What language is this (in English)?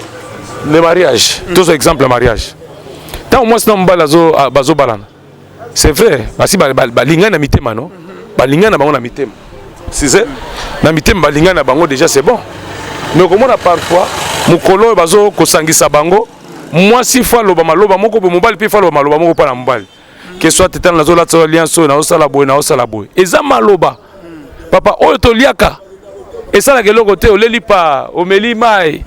Lingala